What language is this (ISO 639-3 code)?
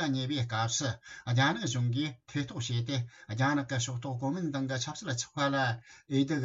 bod